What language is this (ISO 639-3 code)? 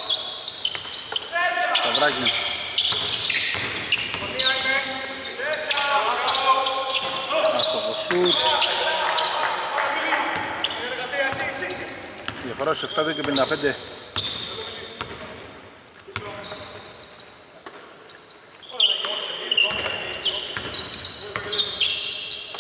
ell